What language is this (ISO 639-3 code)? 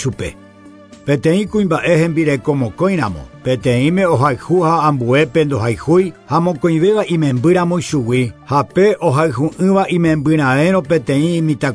grn